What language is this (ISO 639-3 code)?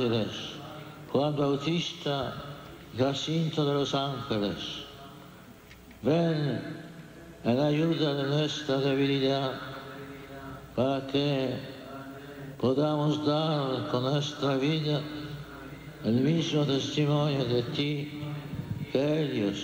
spa